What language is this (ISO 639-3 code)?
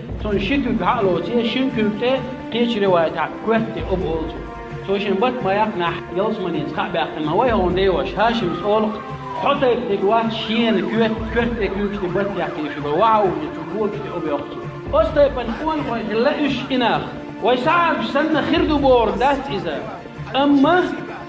che